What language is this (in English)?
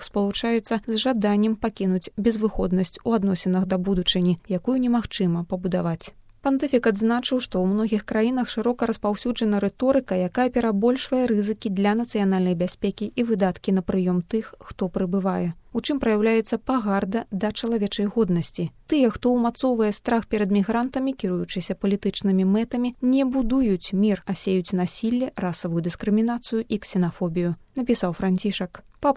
Belarusian